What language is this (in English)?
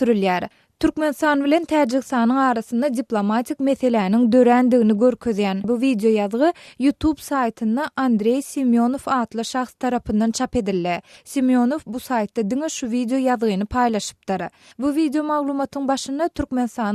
Turkmen